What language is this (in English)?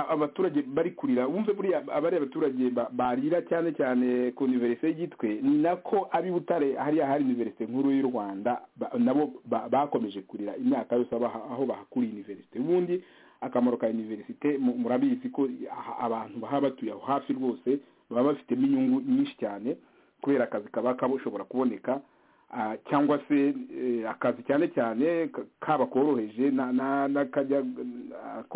Kinyarwanda